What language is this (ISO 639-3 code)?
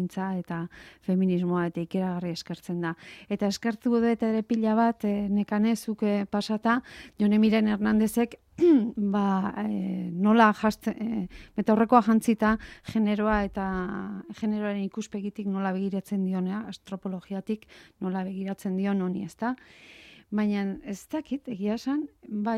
eus